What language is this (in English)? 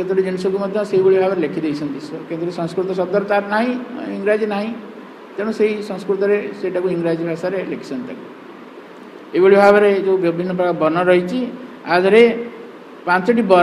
Odia